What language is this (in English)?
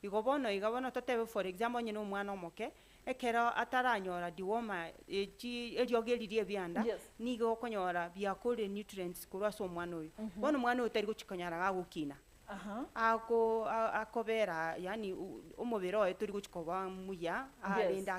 Gusii